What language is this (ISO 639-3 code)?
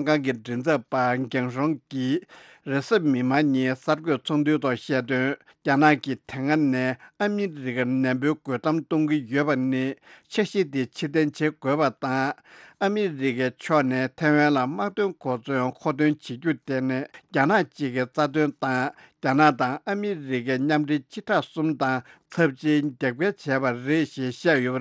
bod